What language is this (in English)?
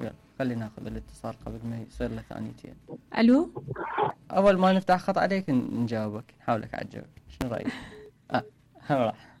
Mesopotamian Arabic